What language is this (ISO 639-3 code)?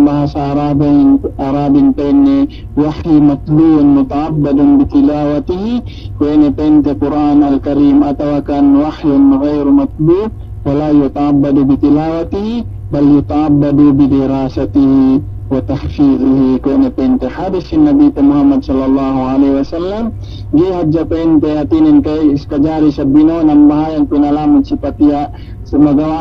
yka